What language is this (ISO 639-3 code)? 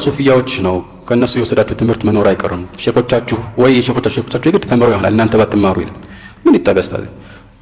amh